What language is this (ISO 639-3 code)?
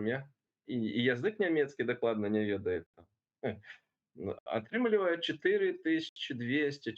bel